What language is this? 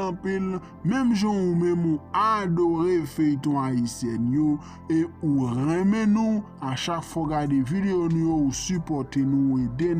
Haitian Creole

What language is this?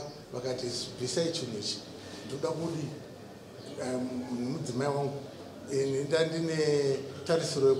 Shona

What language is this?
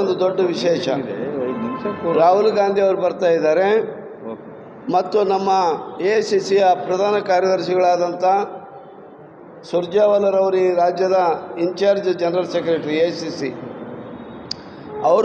Kannada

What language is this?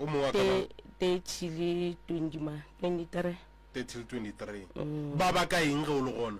Northern Sotho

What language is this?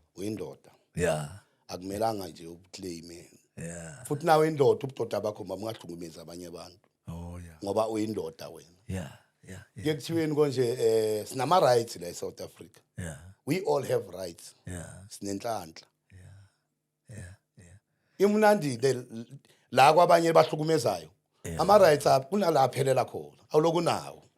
Zulu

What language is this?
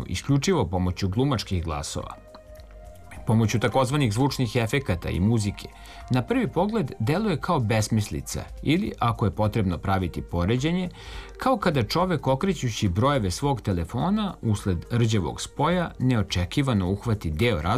Serbian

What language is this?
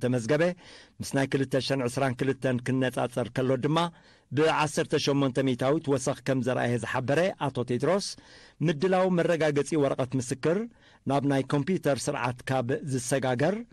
Tigrinya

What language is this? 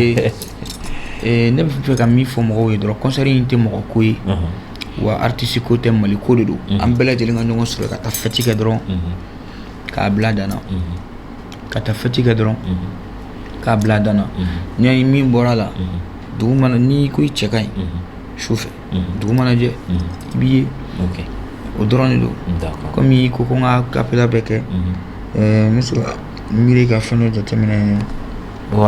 Bambara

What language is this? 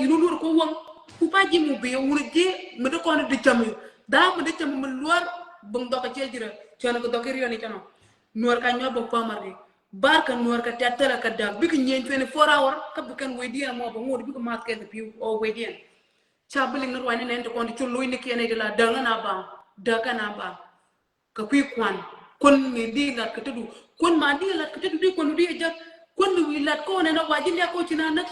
Nuer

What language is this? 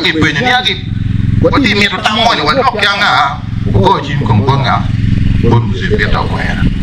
Acoli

